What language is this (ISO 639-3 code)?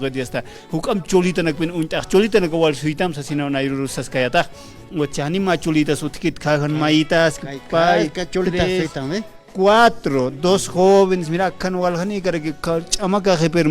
aym